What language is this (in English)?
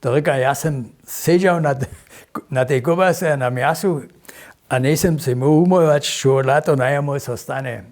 Upper Sorbian